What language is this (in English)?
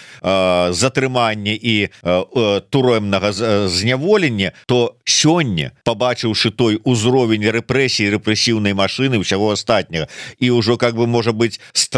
Belarusian